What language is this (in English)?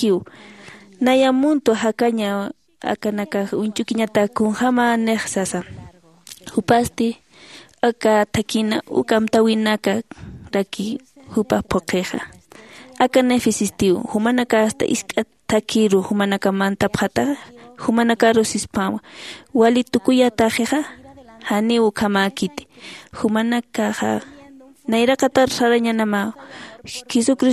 Aymara